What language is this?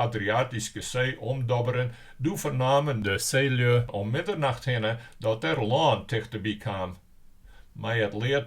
Western Frisian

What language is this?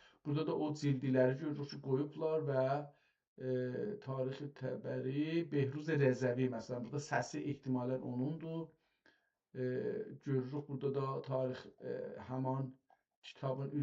South Azerbaijani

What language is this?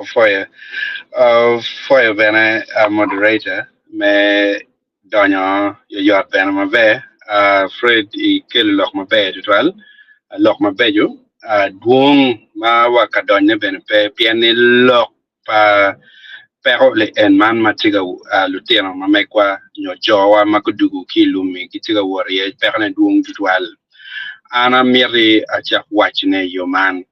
Acoli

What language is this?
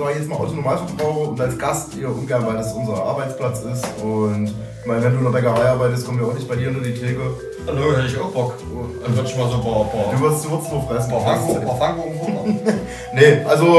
German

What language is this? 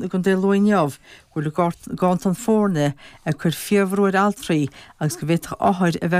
Irish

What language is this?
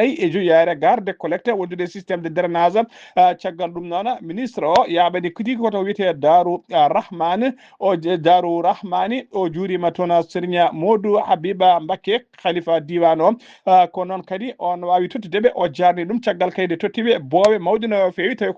Fula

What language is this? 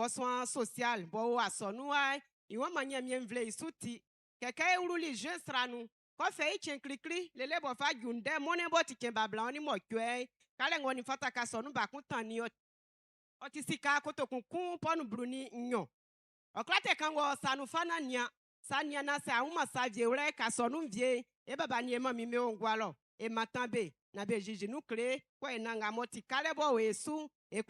Baoulé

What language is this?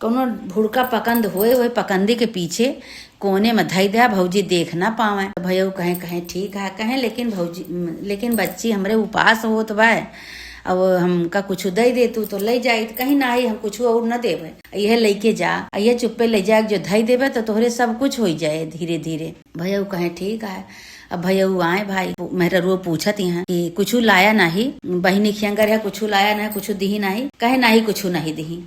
Awadhi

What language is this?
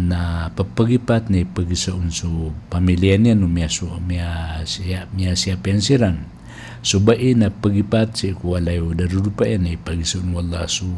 Maranao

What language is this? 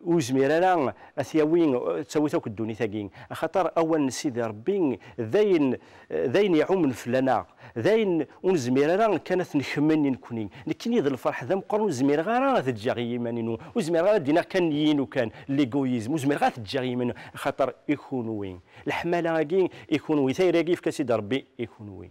Kabyle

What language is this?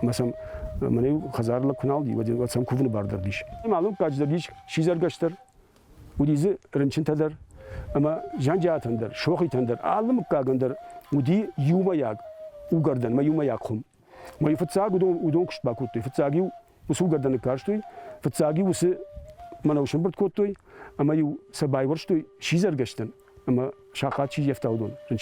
Ossetic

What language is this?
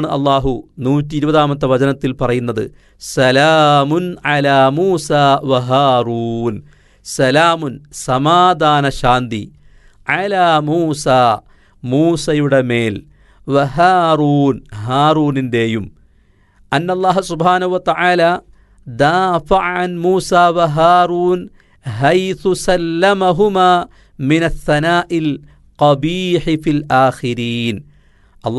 Malayalam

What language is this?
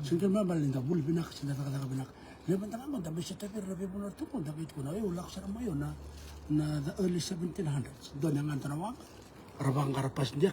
Fijian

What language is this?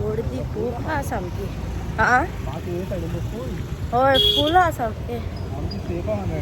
Konkani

